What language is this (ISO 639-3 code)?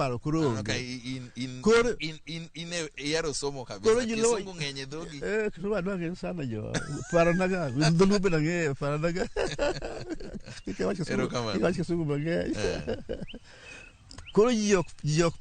luo